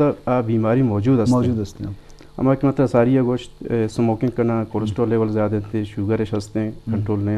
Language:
Eastern Balochi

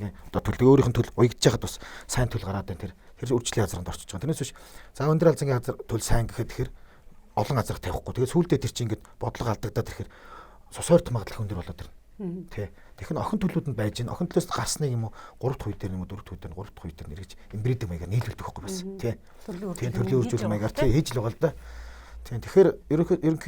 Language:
Mongolian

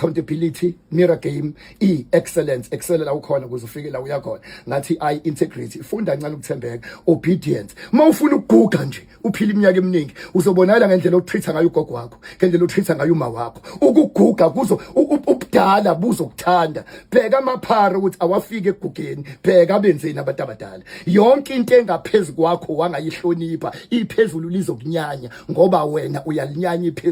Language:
Zulu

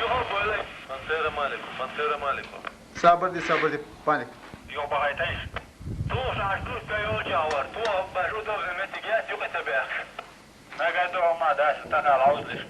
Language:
Chechen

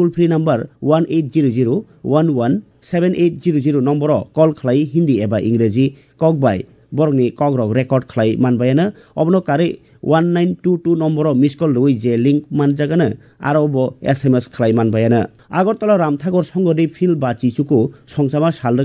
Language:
Kok Borok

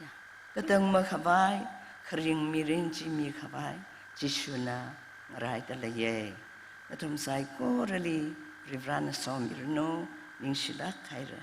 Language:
Tangkhul Naga (India)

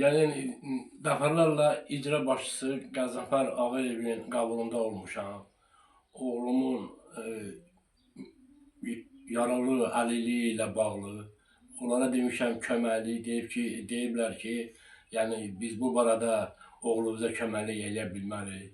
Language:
Azerbaijani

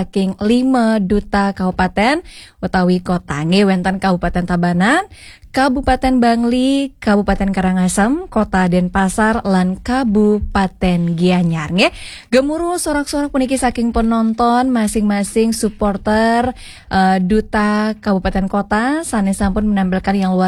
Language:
Balinese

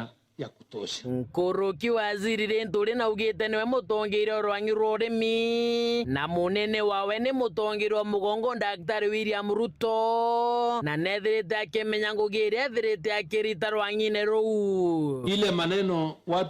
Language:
Meru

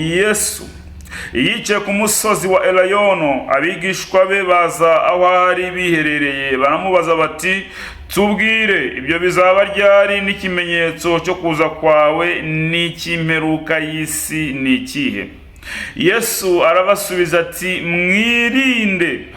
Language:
Kinyarwanda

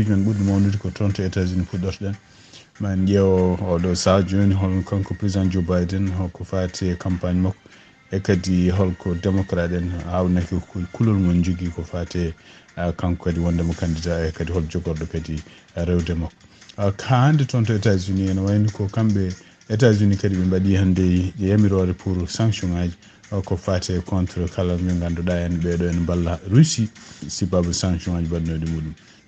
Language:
Fula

